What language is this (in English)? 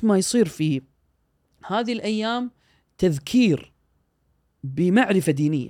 Gulf Arabic